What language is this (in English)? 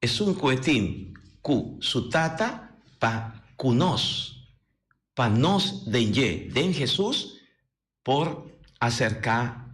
Papiamento